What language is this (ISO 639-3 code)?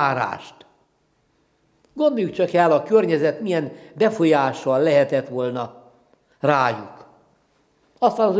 hun